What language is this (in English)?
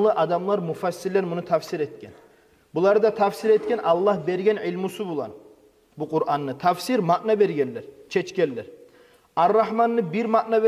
Kumyk